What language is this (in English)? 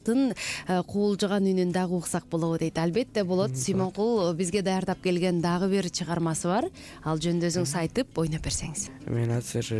Kyrgyz